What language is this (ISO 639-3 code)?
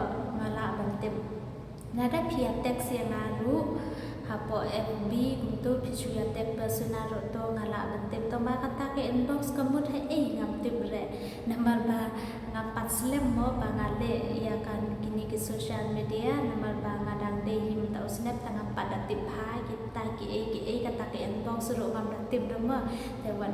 kha